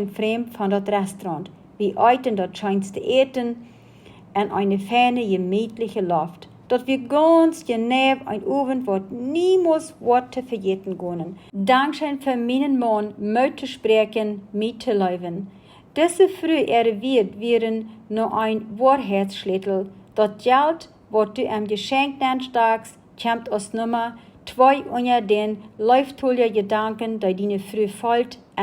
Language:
Plautdietsch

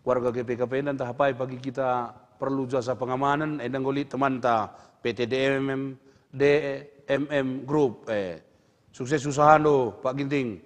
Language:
Batak Karo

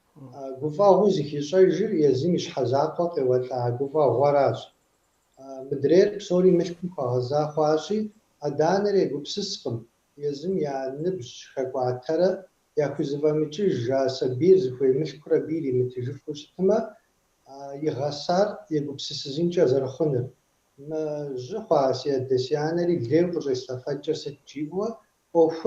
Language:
Kabardian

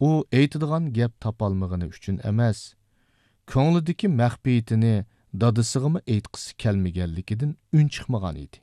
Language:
Uyghur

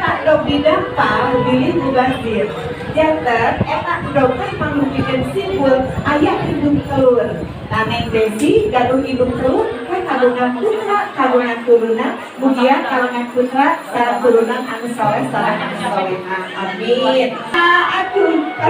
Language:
Sundanese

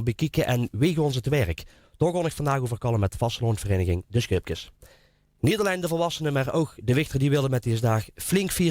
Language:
Limburgish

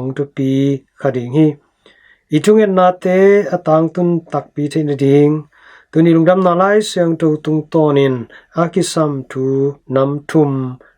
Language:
Tedim Chin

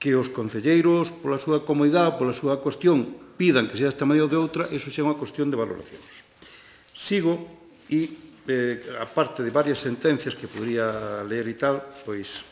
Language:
Galician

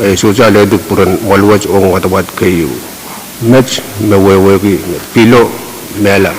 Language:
Pohnpeian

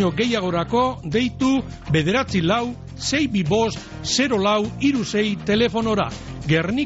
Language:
Basque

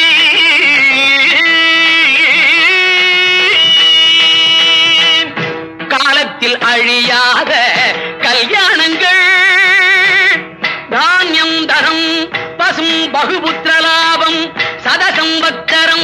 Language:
Tamil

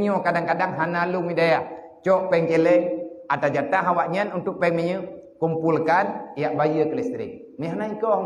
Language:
Achinese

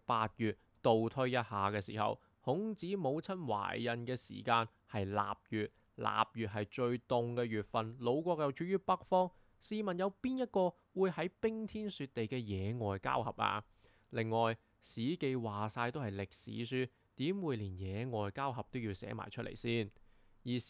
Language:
Cantonese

